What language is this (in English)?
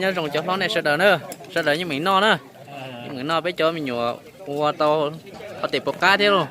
Hmong